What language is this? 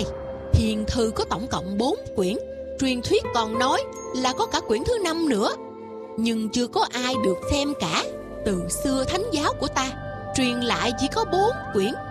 Vietnamese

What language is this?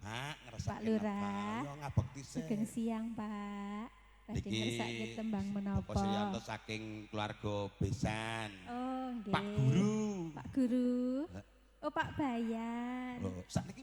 Javanese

